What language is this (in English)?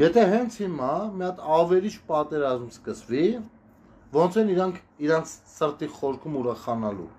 Armenian